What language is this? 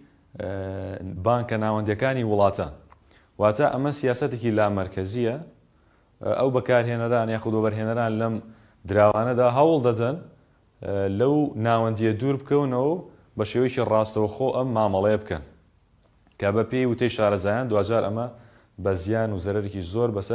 Central Kurdish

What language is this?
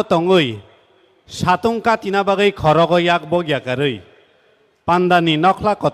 Kok Borok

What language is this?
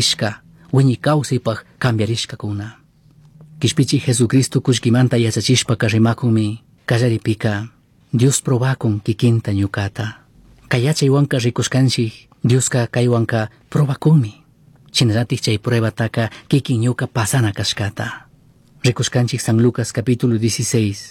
Chimborazo Highland Quichua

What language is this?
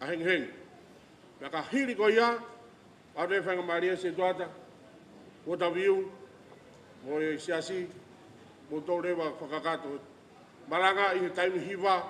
Tongan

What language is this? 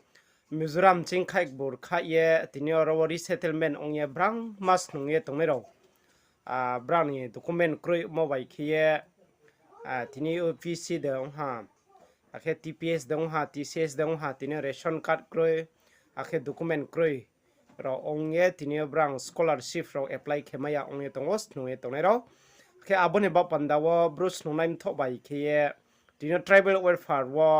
Riang (India)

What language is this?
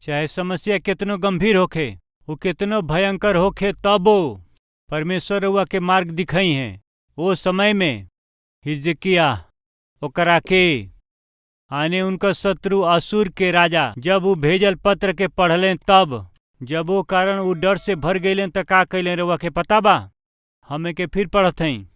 Bhojpuri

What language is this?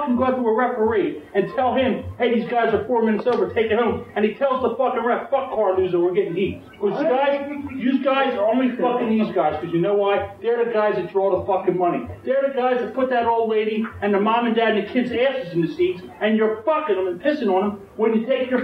English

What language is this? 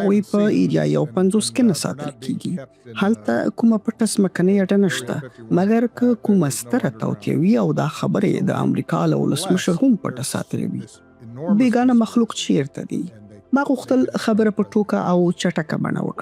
Pashto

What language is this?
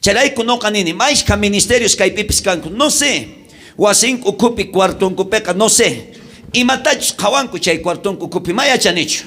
South Bolivian Quechua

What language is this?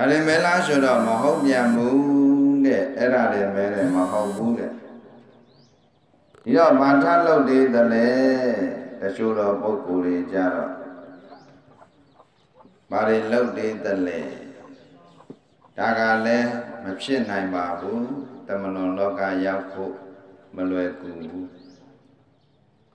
Burmese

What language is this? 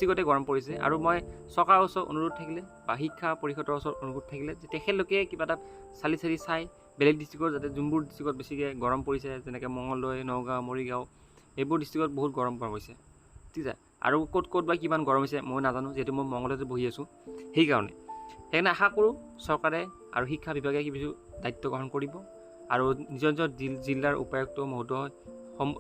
Assamese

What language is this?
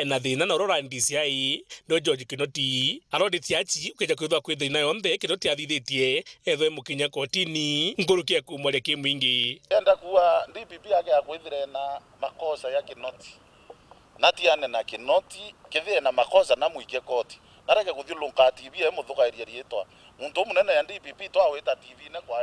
Meru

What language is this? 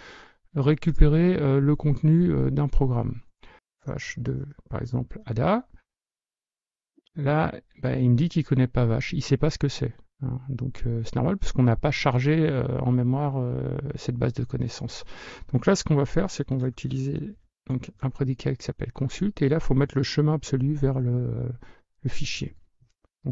French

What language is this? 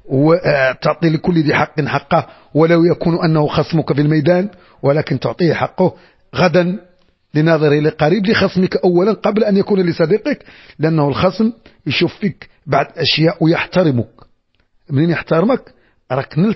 Moroccan Arabic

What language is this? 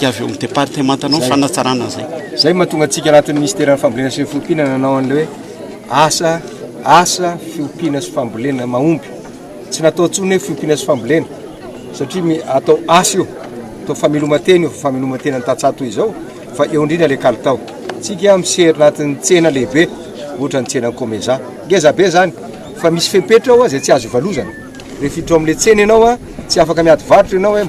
Malagasy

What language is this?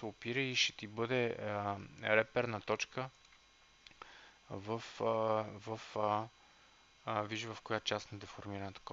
Bulgarian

